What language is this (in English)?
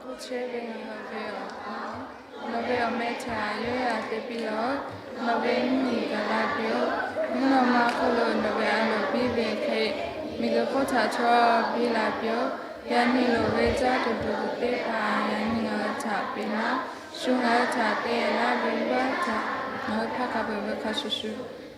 Lahu